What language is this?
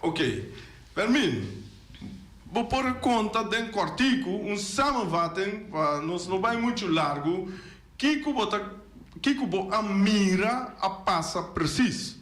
Papiamento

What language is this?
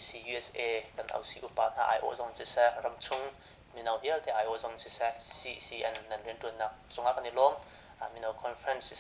Hakha Chin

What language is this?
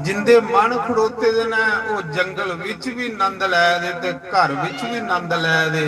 Dogri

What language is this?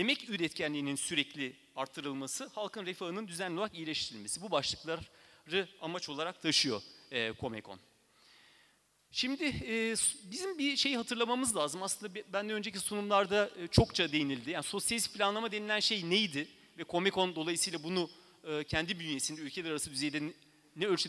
Turkish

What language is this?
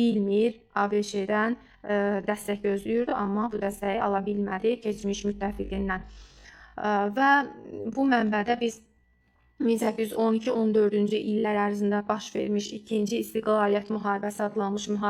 Azerbaijani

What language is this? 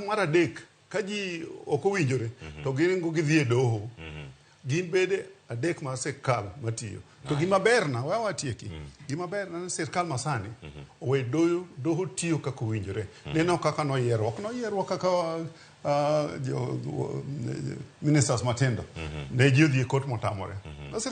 Luo (Kenya and Tanzania)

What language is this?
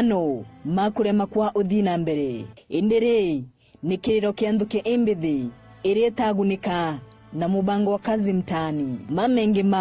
Meru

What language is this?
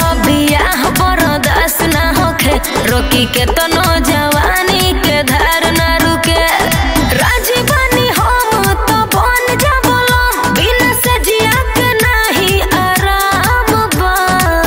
Bhojpuri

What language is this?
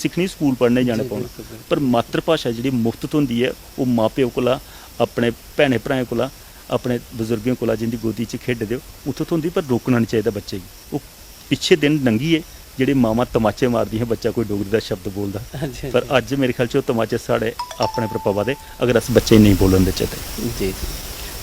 Dogri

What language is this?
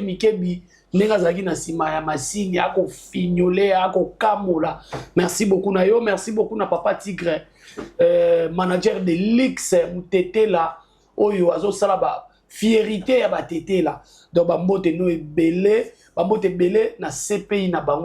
Lingala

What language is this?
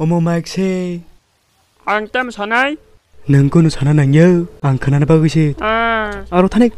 Kok Borok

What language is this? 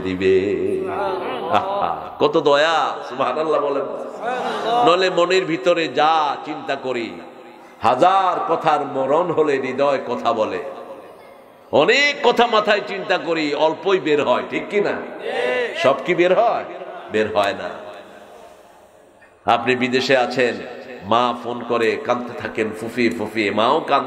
Bangla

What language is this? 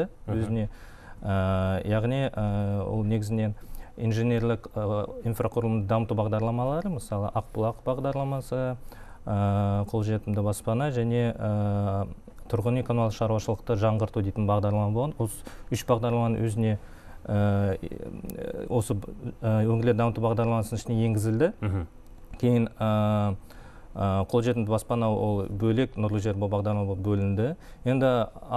Kazakh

